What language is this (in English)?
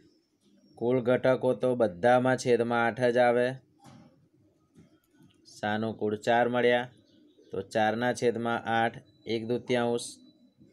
Gujarati